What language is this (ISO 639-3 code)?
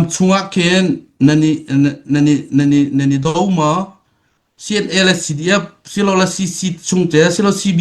cfm